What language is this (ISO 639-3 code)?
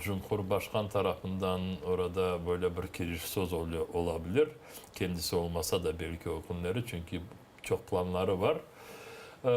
crh